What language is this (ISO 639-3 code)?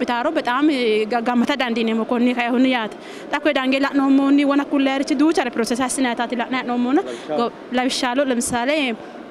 sid